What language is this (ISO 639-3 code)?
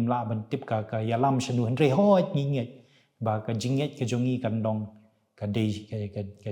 kha